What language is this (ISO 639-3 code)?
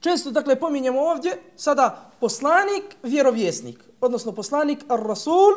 bos